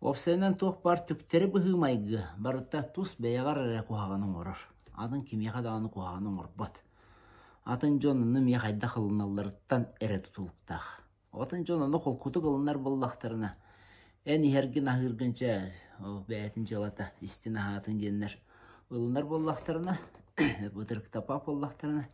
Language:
Yakut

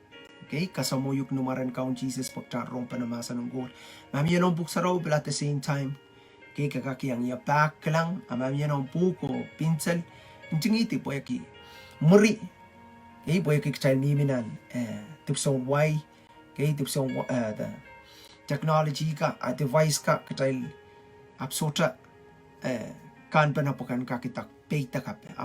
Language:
Pohnpeian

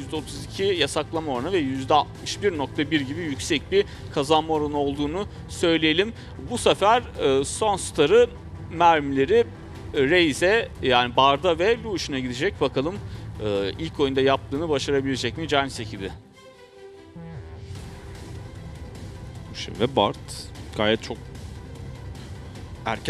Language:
Turkish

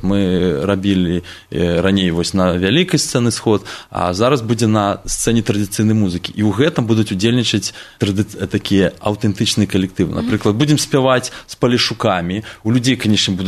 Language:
Belarusian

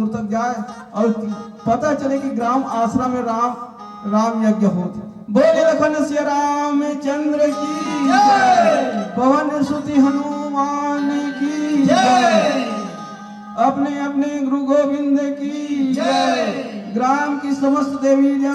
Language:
Chhattisgarhi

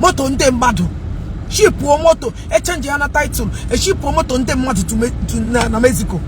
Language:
Igbo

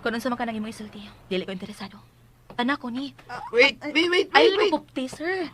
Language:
Cebuano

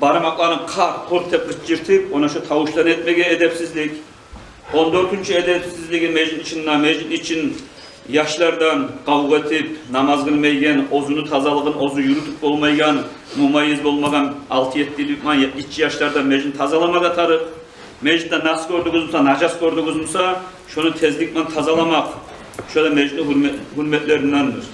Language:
Kumyk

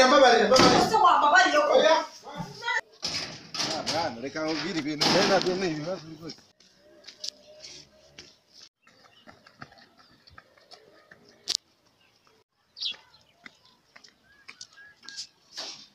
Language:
Kinyarwanda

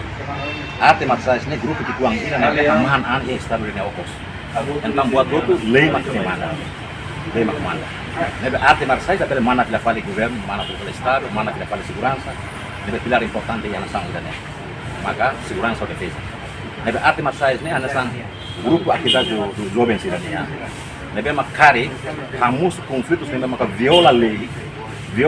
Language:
Tetum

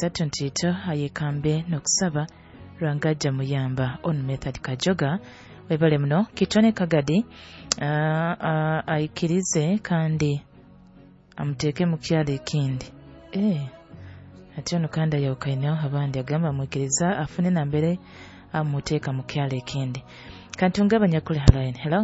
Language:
Nyoro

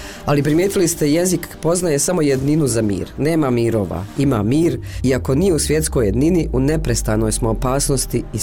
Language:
Croatian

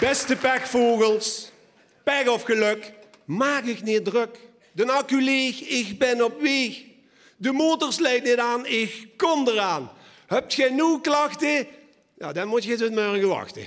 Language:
Limburgish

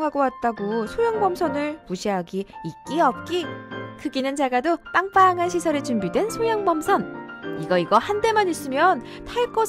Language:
Korean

